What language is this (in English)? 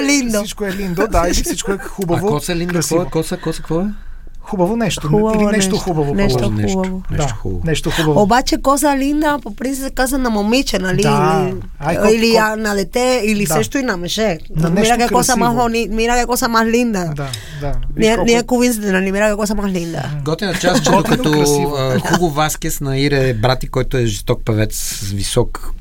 Bulgarian